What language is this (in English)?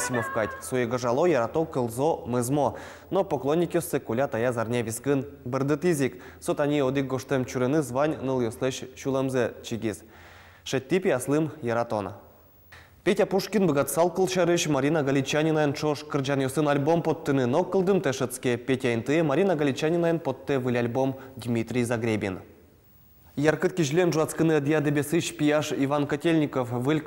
Udmurt